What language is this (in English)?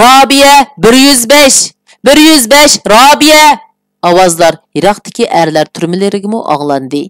Uyghur